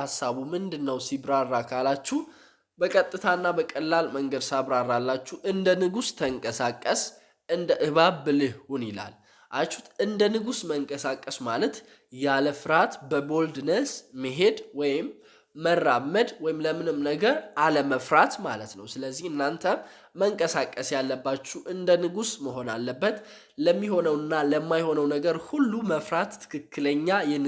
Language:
Amharic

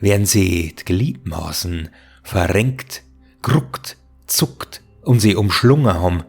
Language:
Bavarian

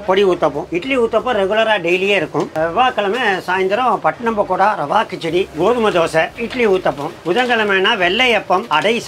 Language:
Tamil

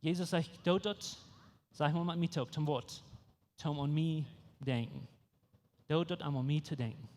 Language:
Plautdietsch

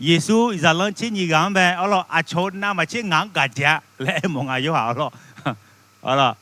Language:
Akha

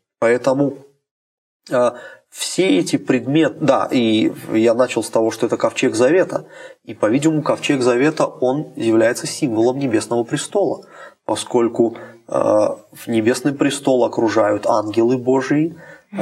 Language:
Russian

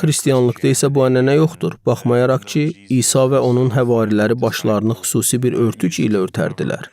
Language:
Azerbaijani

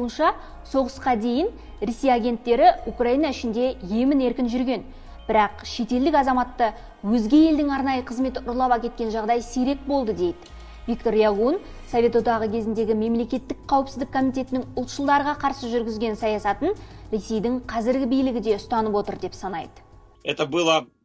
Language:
Kazakh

